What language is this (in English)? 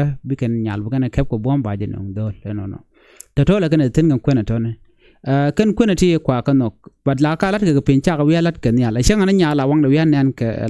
Nuer